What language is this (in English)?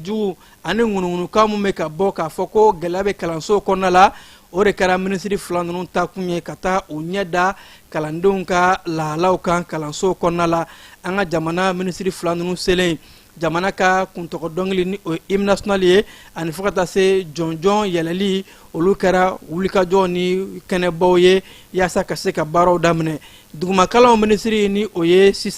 Bambara